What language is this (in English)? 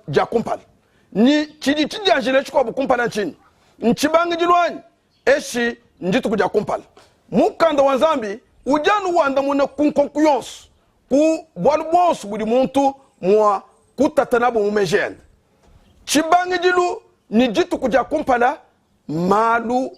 Luba-Lulua